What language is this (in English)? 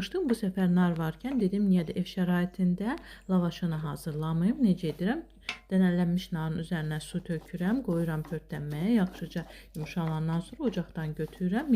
Azerbaijani